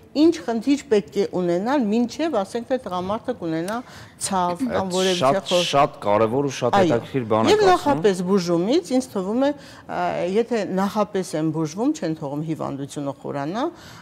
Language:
Armenian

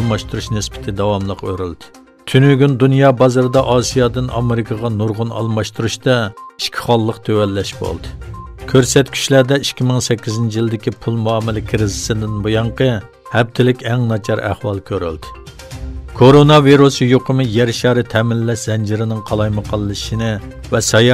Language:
Uyghur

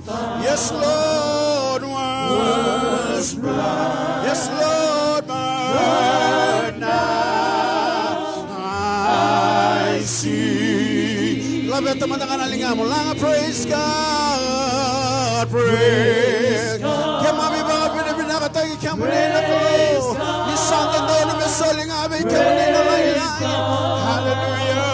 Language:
Fijian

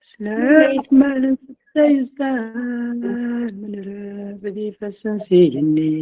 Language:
Kabyle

